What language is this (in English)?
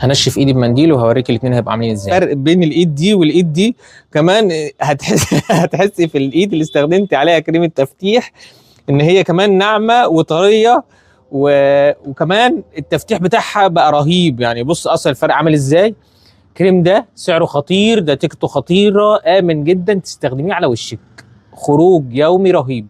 Egyptian Arabic